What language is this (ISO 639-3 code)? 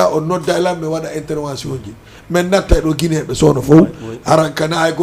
ful